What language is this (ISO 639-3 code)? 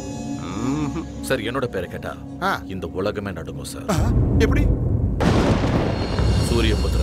tam